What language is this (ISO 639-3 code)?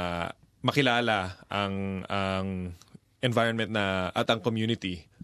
fil